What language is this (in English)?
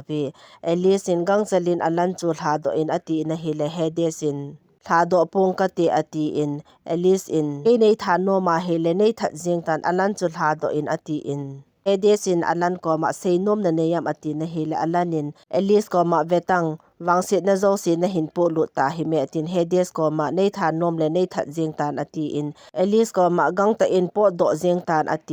Thado Chin